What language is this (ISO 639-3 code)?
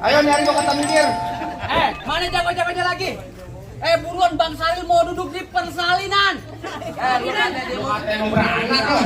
bew